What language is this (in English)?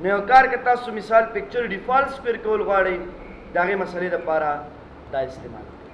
Pashto